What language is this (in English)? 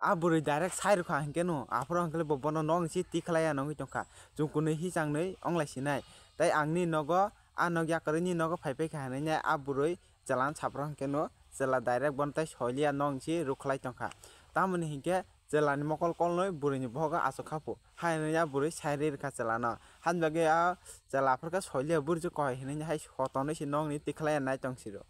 Kok Borok